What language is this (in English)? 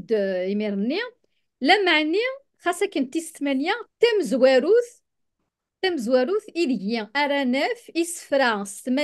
Kabyle